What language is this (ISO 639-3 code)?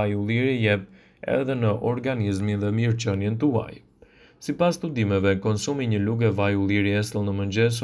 sqi